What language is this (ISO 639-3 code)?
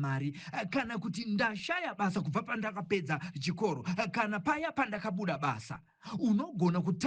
sna